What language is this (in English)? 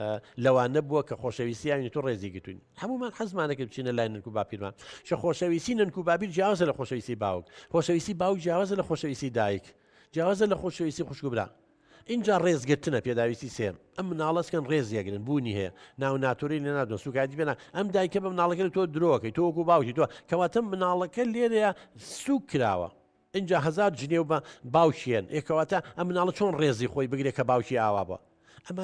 Central Kurdish